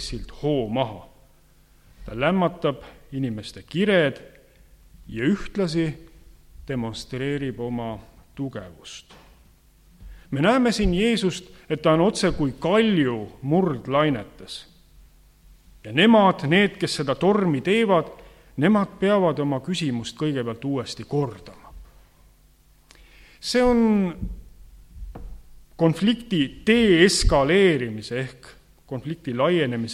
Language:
Estonian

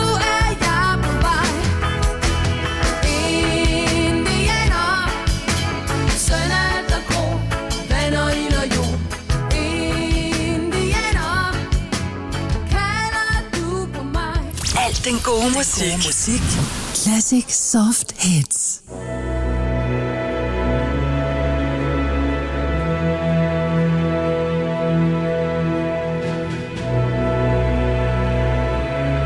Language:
Danish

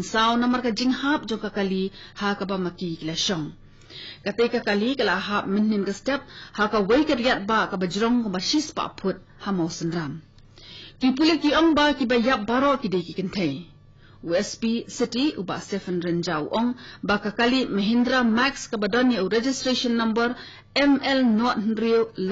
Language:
Khasi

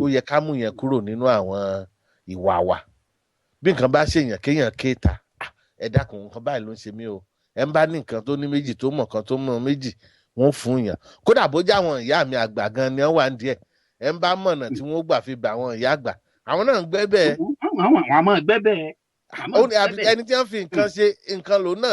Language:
Yoruba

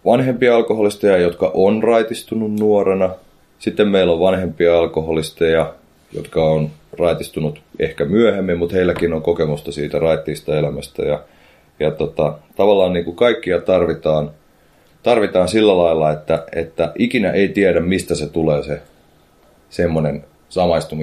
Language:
Finnish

